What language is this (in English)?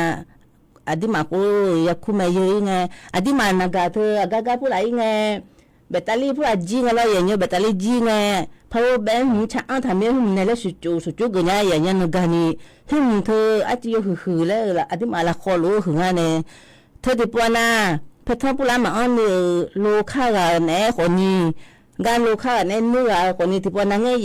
Akha